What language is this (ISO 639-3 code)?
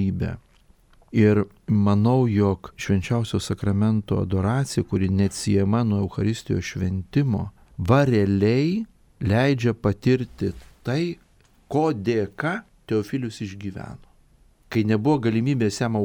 lit